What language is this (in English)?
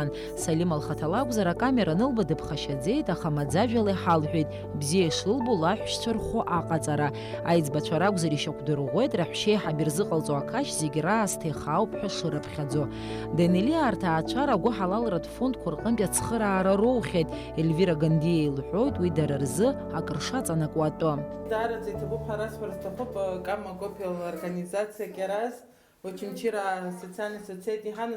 Abkhazian